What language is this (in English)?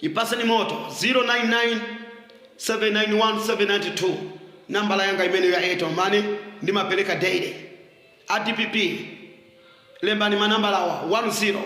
Nyanja